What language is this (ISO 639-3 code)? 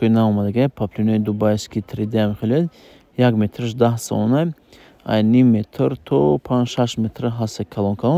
tgk